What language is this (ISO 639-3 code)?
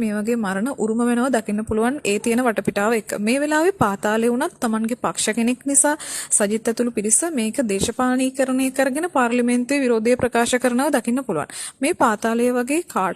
sin